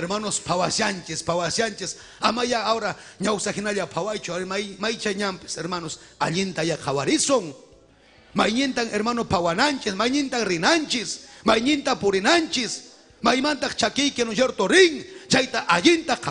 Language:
Ayacucho Quechua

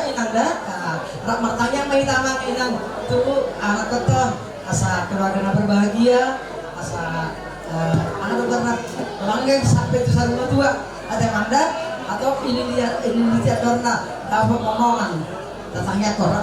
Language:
Batak Toba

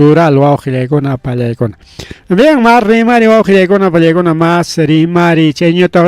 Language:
Ayacucho Quechua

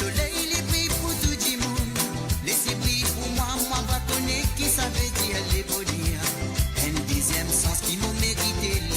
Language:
Morisyen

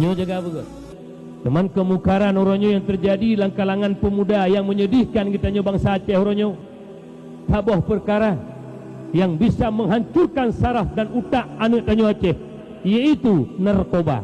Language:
Achinese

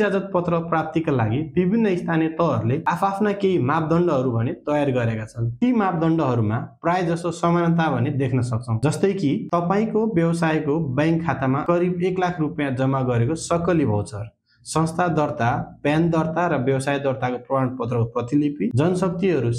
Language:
Nepali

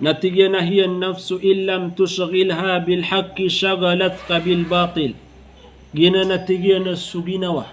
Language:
Maranao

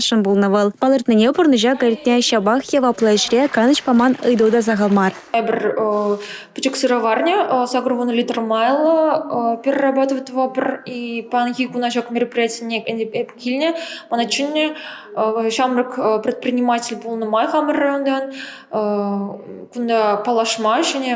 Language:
Chuvash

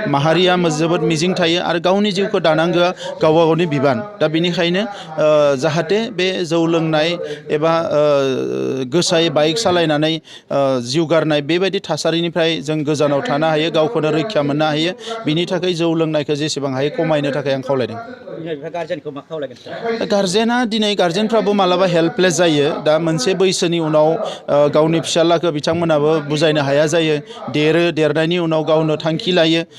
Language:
Bodo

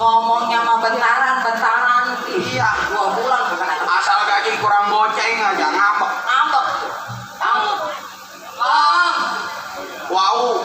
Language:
Betawi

